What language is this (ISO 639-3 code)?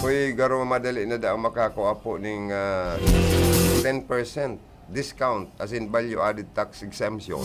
bik